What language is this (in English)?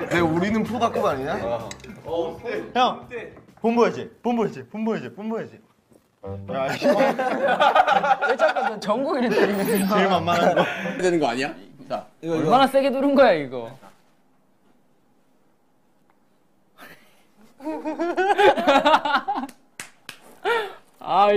Korean